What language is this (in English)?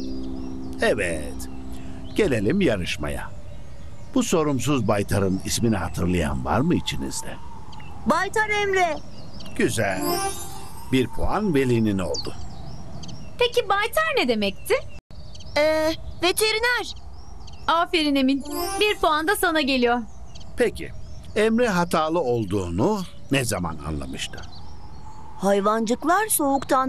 Turkish